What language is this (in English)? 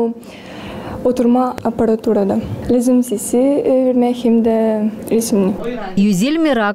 Gagauz